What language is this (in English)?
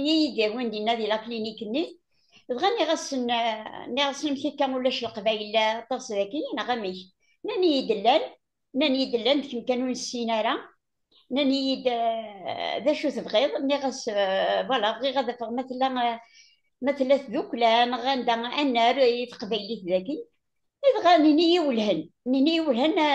Kabyle